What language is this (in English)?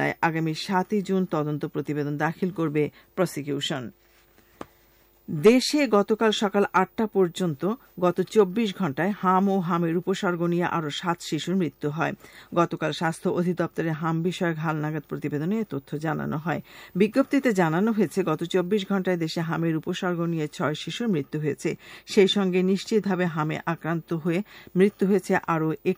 Bangla